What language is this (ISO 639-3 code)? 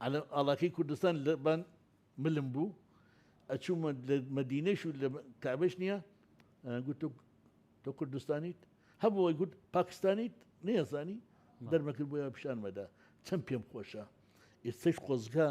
ckb